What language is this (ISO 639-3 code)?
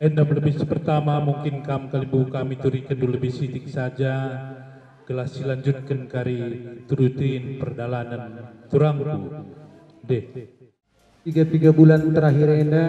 btx